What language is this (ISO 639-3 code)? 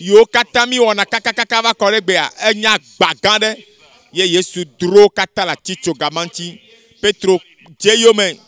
ewe